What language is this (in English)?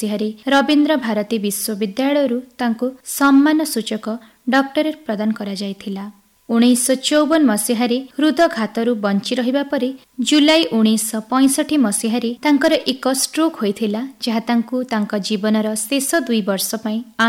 Odia